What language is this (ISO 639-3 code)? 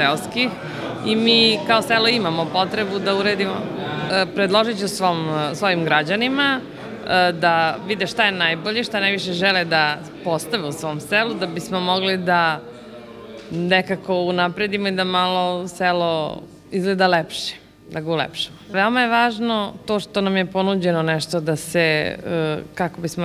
srp